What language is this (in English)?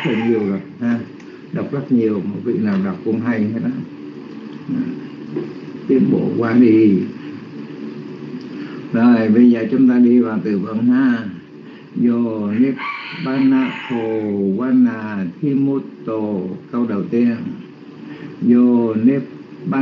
Vietnamese